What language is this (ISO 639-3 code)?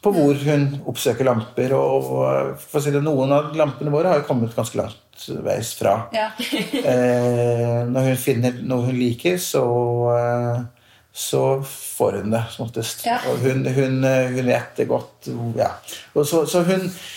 nor